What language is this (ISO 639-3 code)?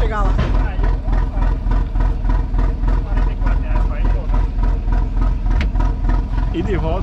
por